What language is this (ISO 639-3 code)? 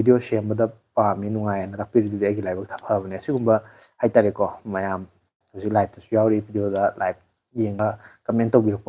mni